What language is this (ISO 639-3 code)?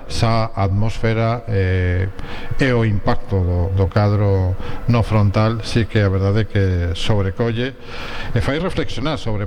glg